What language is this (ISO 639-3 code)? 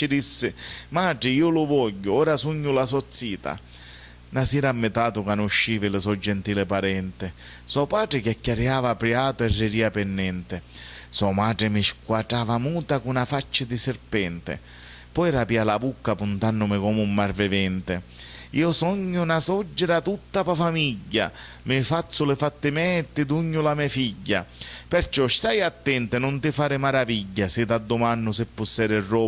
scn